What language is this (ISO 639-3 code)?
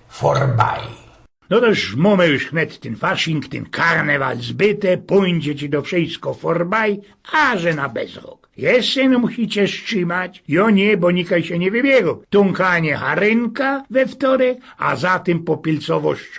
szl